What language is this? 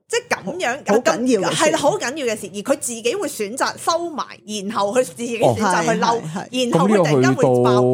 Cantonese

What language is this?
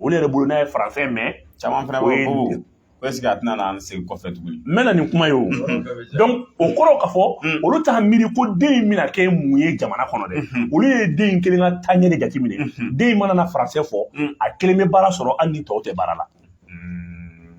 Bambara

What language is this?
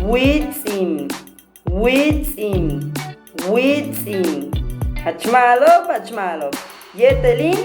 Yucateco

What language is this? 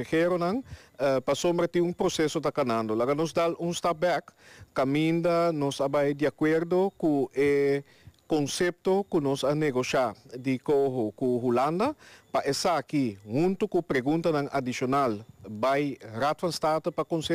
Papiamento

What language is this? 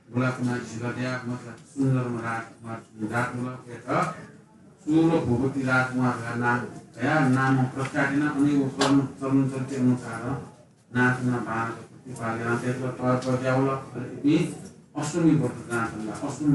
Newari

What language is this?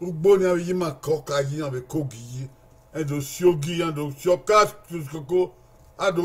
Bini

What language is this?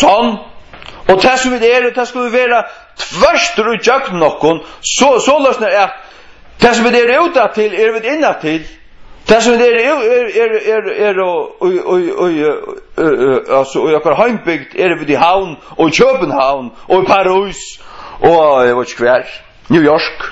Faroese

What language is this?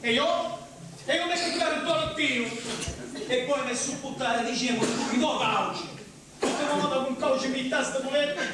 Sicilian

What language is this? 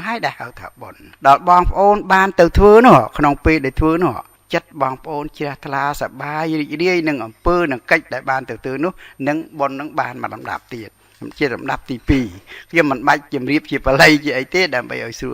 Khmer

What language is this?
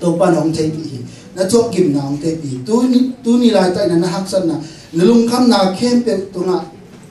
Tedim Chin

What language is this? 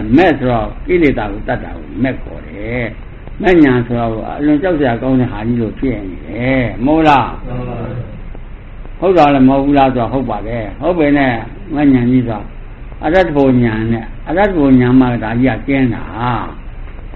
Burmese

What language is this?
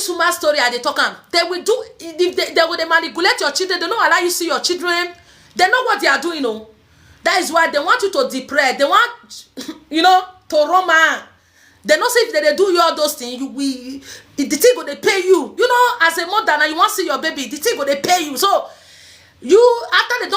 Nigerian Pidgin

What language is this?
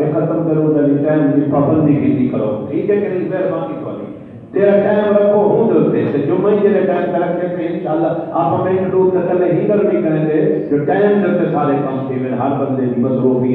Saraiki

